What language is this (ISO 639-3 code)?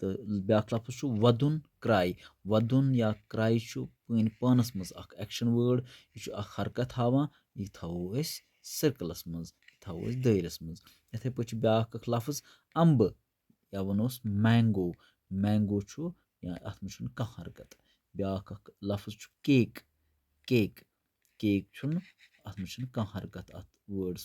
kas